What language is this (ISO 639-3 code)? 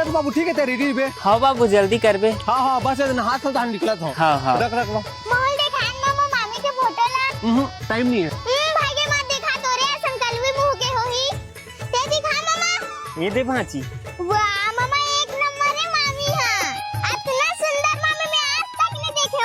hne